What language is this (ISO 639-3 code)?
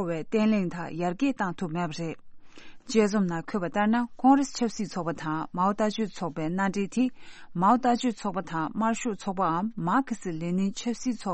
bod